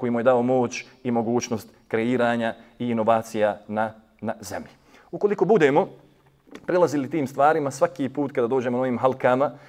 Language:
Bosnian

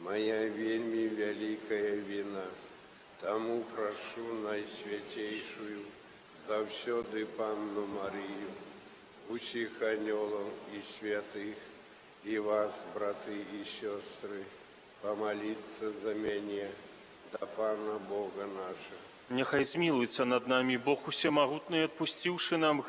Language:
Belarusian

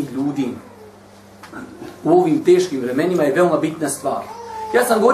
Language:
Bosnian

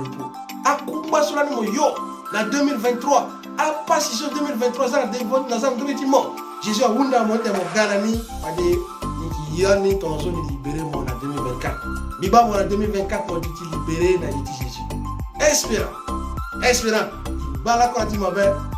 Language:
Sango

